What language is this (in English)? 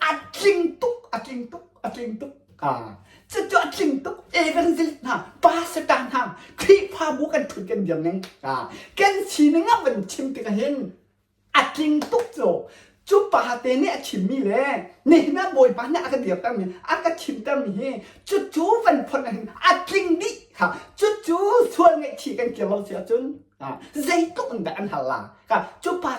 Hakha Chin